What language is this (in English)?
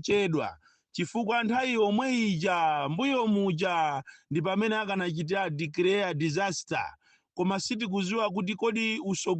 Nyanja